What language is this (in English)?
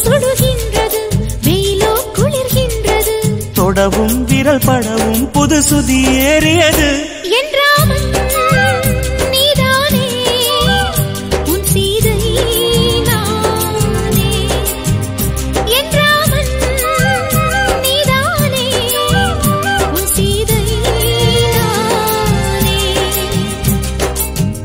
Tamil